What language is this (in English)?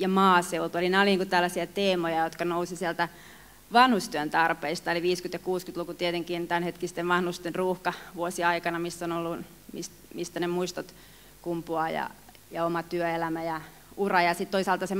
Finnish